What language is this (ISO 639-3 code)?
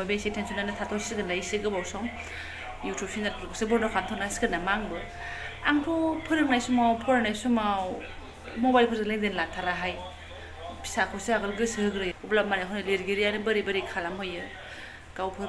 brx